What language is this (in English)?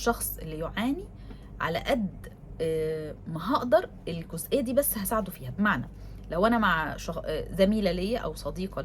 Egyptian Arabic